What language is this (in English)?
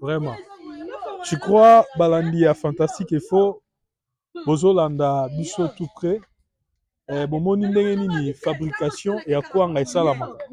Lingala